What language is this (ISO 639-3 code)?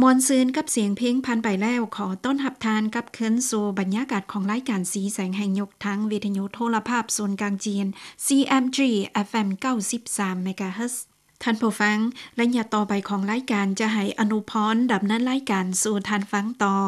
lao